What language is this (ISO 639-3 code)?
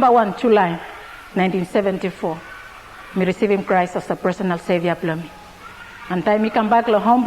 bis